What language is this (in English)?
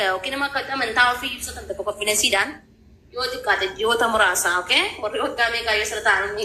Oromo